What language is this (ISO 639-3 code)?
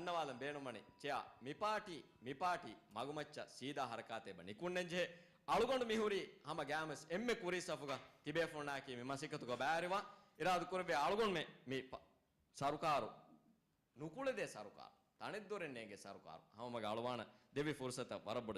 div